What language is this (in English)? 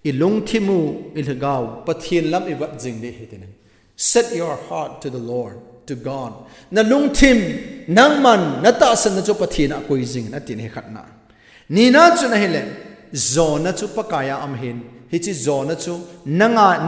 Thado Chin